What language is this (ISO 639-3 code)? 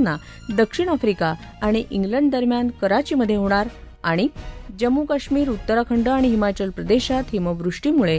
mar